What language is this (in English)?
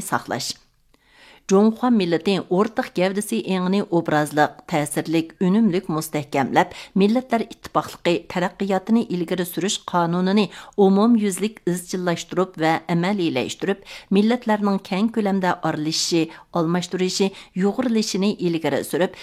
Uyghur